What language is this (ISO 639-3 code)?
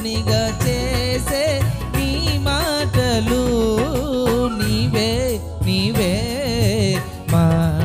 tel